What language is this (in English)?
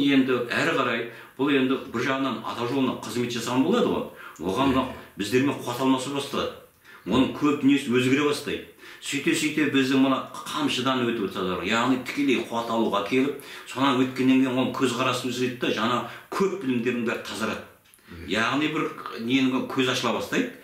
Kazakh